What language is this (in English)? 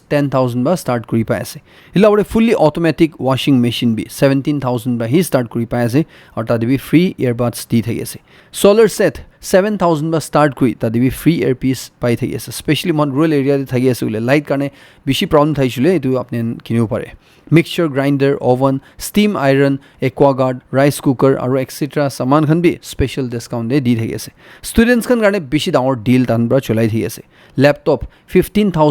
Naga Pidgin